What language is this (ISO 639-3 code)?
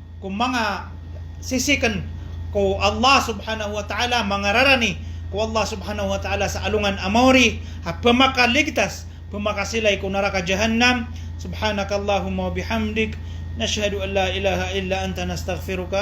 mrw